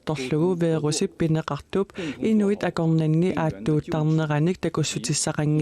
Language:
Kalaallisut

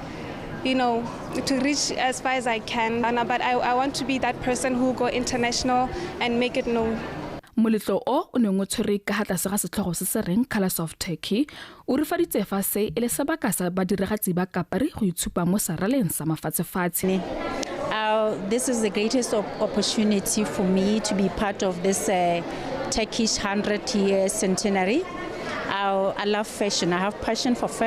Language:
Tswana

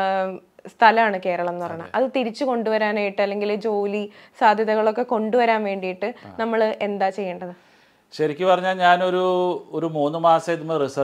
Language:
Malayalam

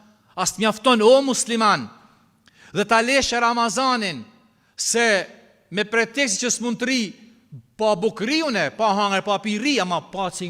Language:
Albanian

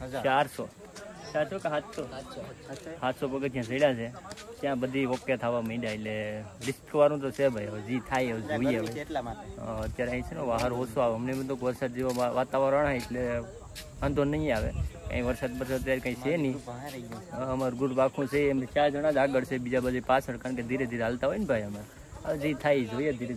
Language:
Gujarati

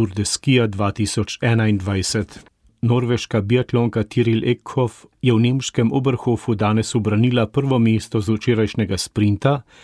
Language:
Slovenian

